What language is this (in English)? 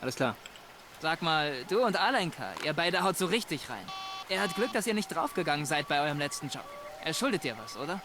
Bavarian